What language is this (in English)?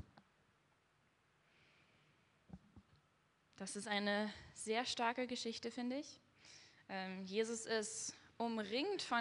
German